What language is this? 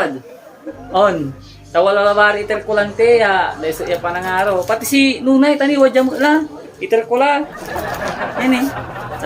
Pangasinan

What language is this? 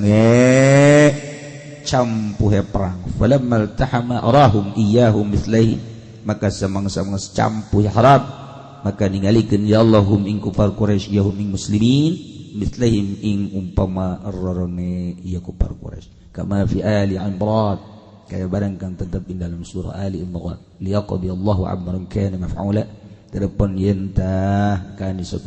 Sundanese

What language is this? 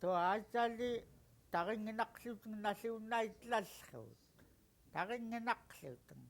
Central Yupik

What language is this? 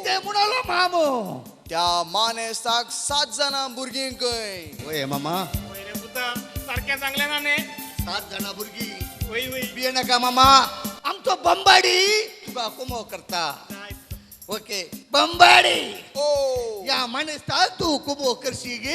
Konkani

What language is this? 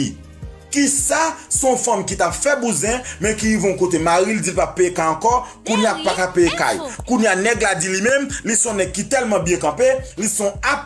Haitian Creole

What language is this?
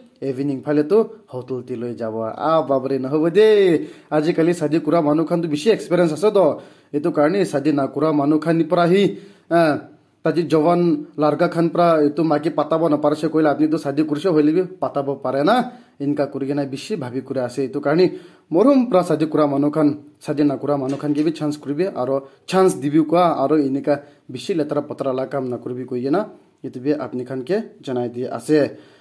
Naga Pidgin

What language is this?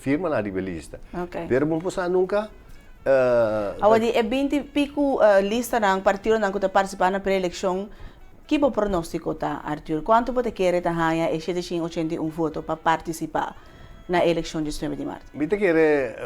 Papiamento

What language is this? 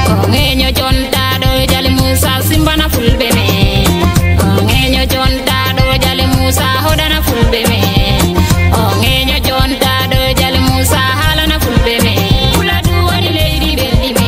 Fula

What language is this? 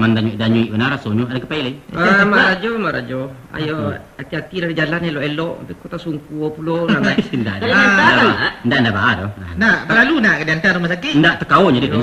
Minangkabau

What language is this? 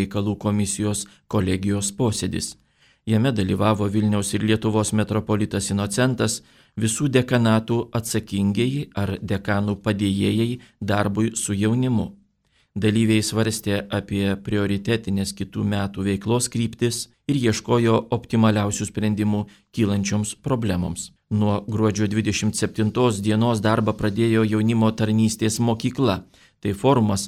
Lithuanian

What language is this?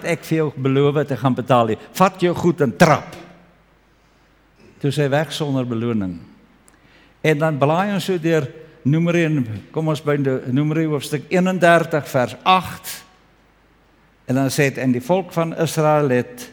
Afrikaans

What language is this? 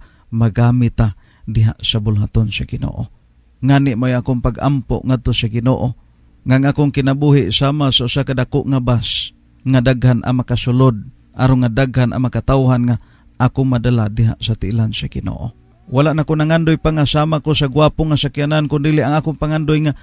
Cebuano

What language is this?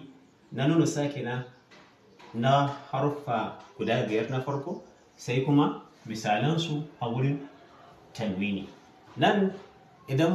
Hausa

